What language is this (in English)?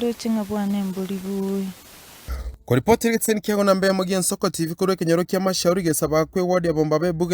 Gusii